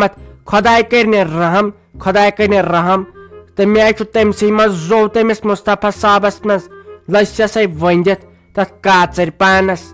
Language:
Kashmiri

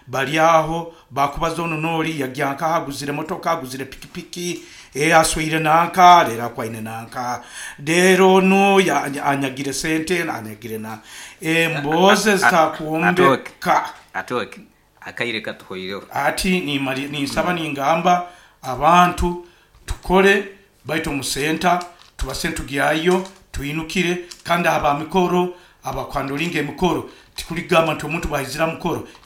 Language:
Nyankole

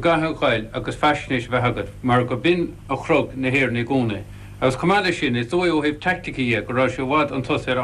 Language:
Irish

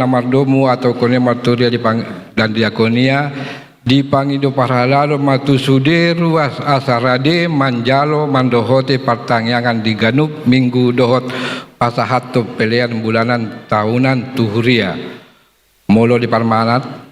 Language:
Batak Toba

